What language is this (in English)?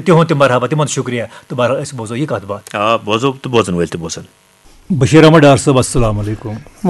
Kashmiri